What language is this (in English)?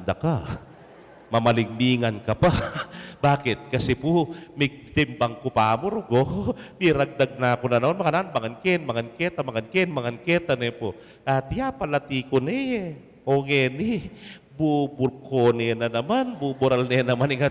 Pampanga